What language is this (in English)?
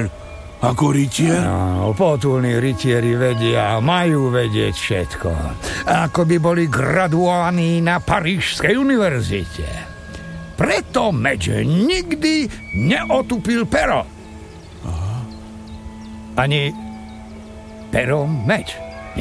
Slovak